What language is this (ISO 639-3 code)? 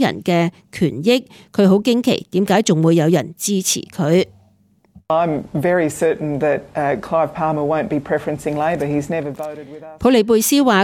yue